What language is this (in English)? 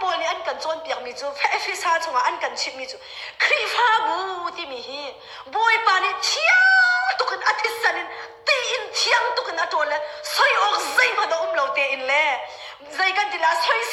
Hakha Chin